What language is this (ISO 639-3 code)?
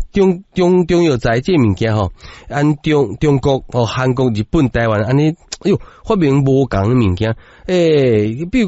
nan